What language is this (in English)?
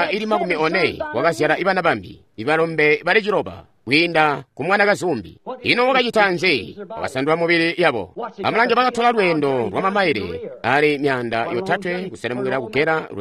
Tonga (Zambia)